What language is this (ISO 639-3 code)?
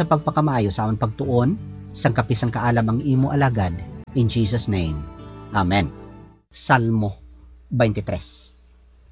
hil